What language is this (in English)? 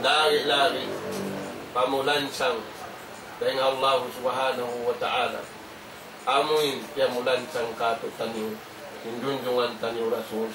Tausug